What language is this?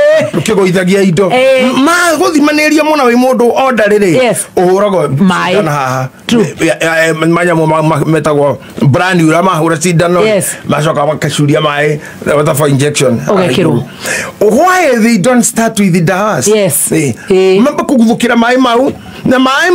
Kikuyu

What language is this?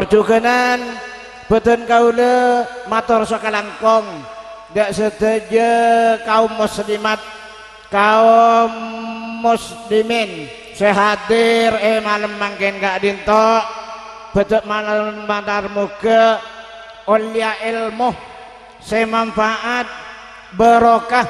Madurese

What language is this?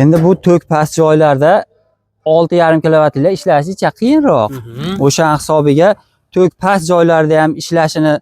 Uzbek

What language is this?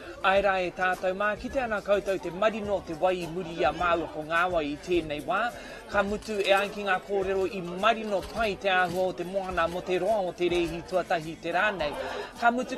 Māori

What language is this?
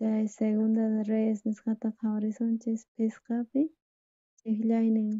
South Bolivian Quechua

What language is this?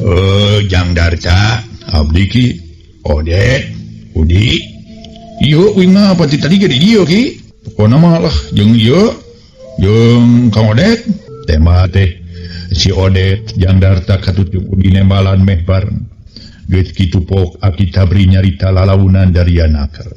Sundanese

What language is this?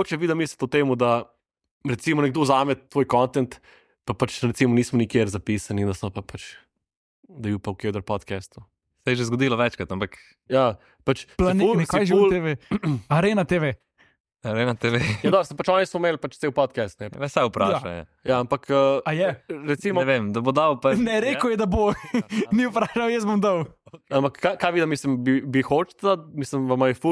Slovenian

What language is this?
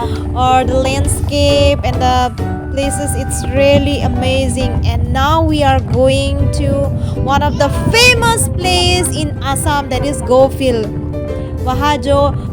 Karbi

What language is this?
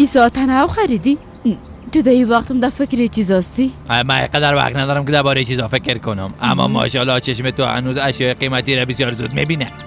Persian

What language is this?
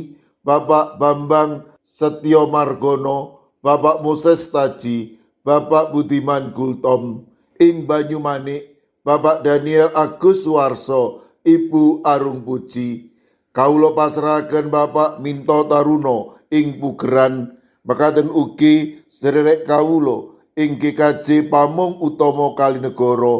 Javanese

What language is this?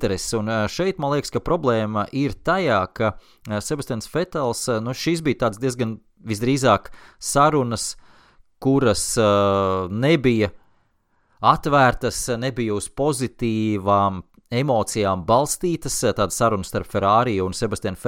Latvian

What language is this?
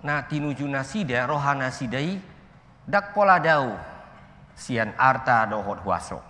Batak Toba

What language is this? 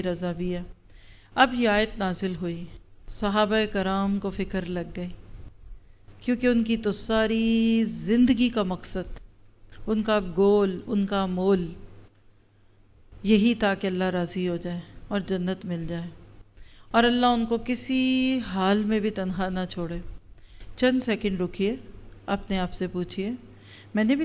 Urdu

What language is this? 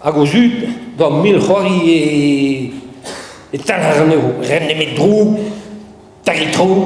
Breton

